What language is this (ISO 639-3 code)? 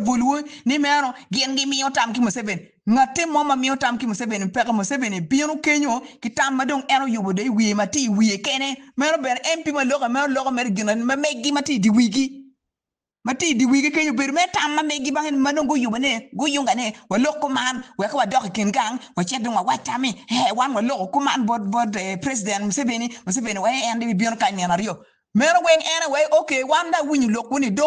ach